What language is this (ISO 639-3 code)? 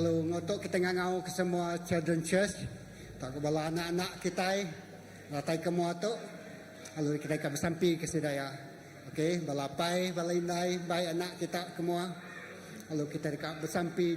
iba